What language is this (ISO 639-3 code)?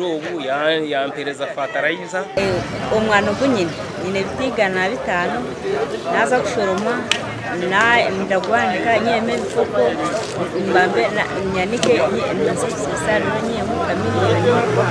nyn